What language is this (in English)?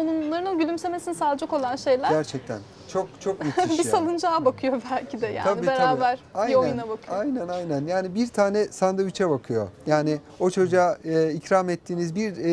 Turkish